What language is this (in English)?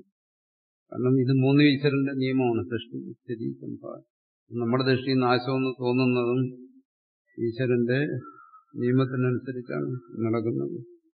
Malayalam